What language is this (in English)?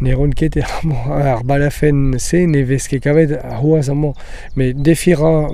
Breton